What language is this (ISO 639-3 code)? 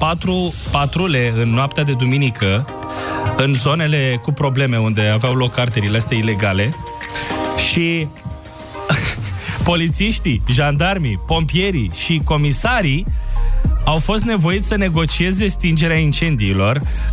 ron